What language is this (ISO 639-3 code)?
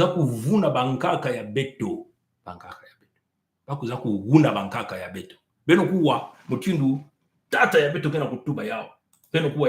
mkw